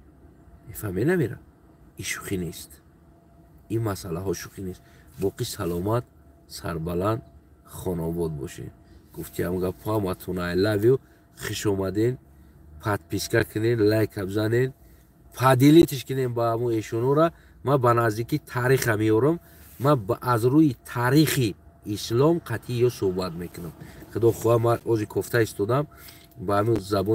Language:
Tajik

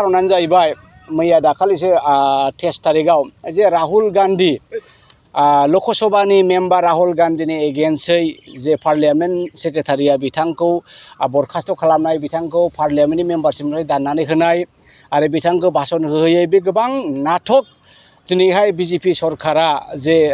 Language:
Bodo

